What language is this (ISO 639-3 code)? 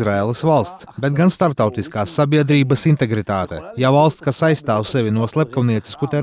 lav